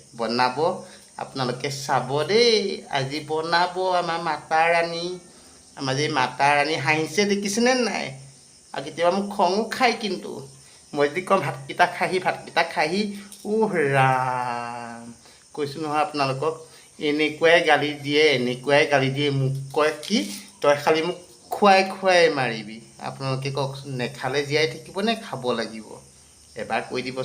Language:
Assamese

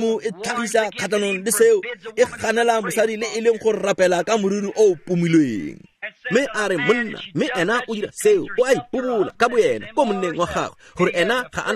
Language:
Tswana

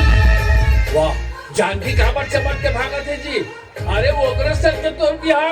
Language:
Chhattisgarhi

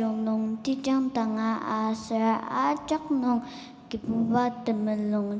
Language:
Ao Naga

